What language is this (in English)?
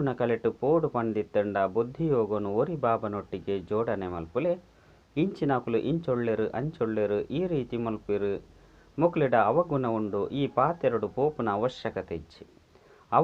Tulu